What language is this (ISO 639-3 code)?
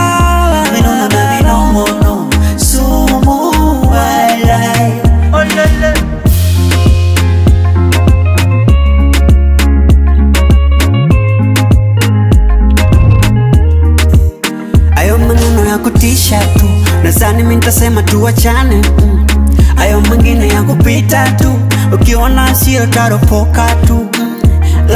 swa